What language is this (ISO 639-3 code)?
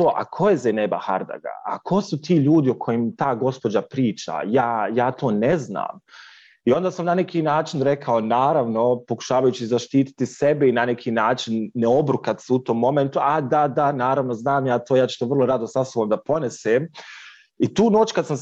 bos